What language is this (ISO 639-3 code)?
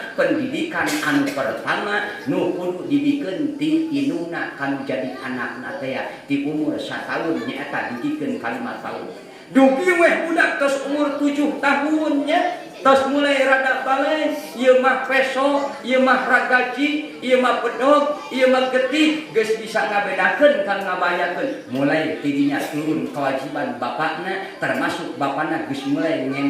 sun